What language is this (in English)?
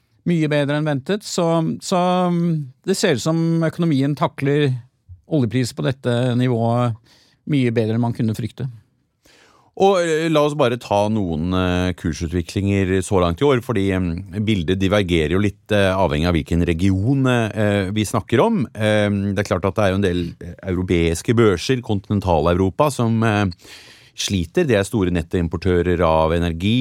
Norwegian